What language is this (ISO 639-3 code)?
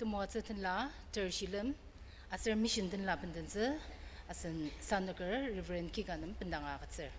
njo